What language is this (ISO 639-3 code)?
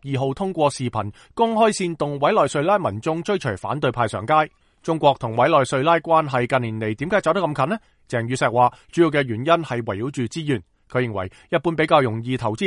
yue